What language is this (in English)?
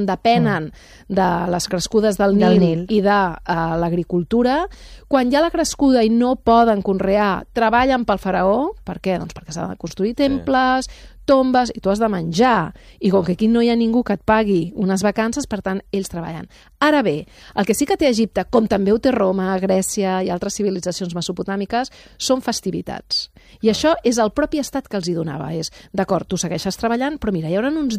Catalan